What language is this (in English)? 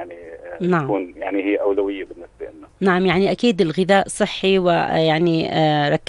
North Levantine Arabic